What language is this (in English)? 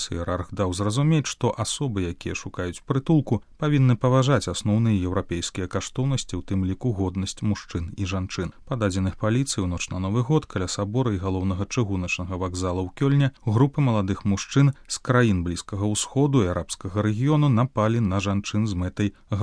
Belarusian